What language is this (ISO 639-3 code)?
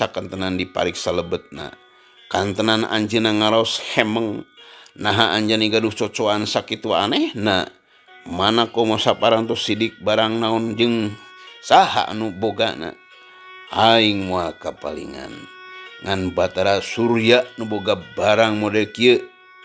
sun